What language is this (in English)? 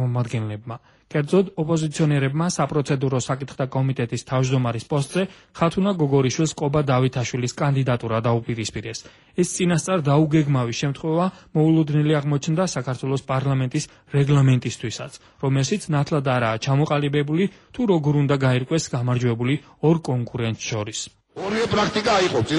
Georgian